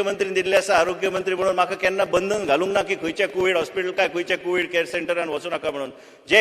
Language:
Konkani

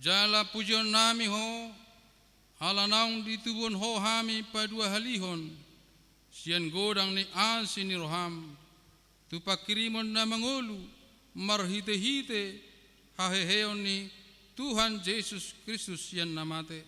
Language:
Batak Toba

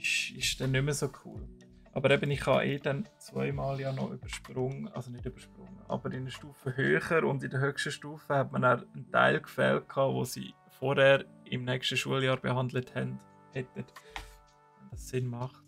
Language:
Swiss German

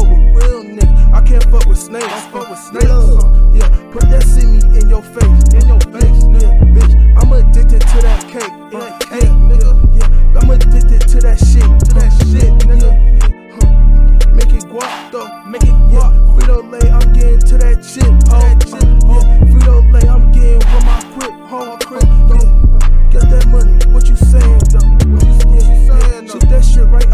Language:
English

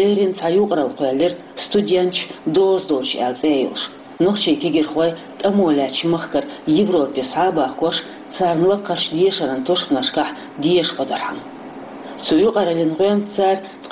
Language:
Chechen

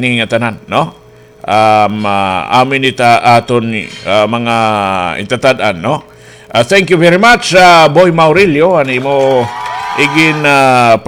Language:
Waray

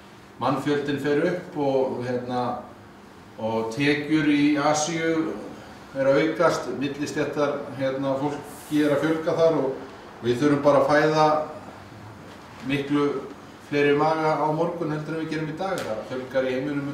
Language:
Icelandic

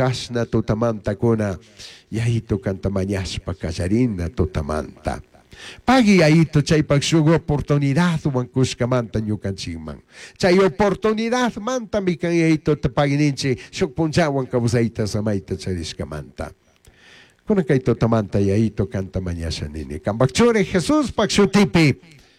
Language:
Chimborazo Highland Quichua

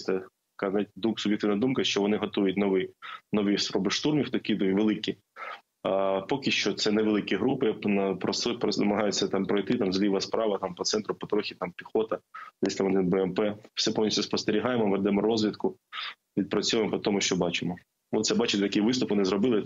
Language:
Ukrainian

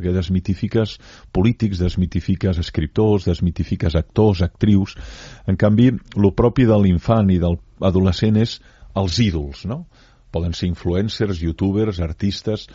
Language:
Catalan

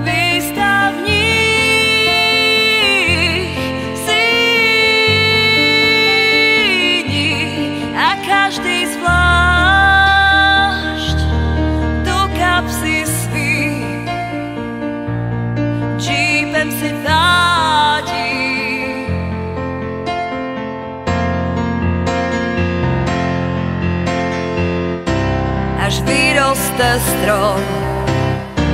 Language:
Czech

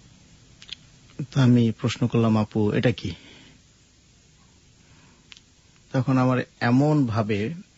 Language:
Bangla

